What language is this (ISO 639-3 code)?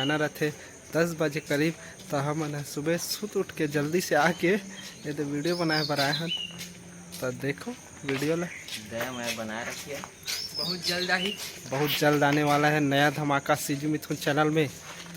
hne